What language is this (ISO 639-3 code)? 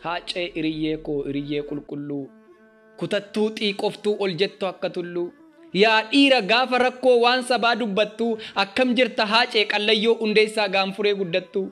orm